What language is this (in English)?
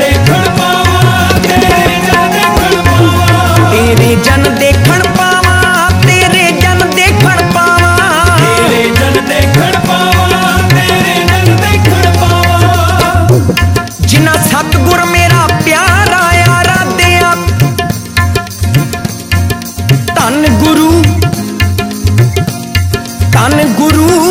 Punjabi